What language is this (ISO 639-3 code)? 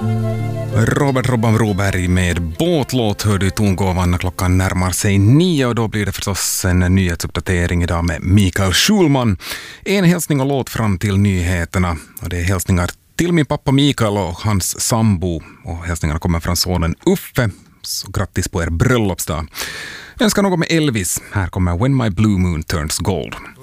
swe